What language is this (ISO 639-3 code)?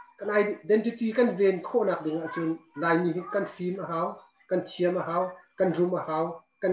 cnh